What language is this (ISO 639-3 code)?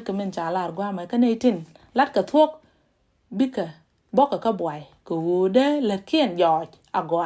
nus